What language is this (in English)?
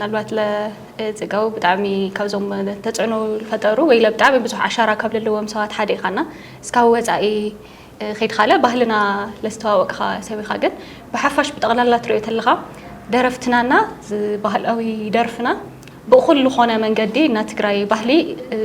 Tigrinya